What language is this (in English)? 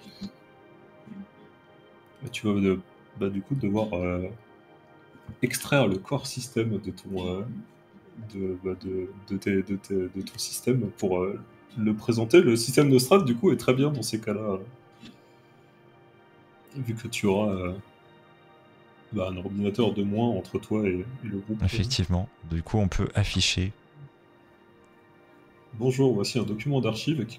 French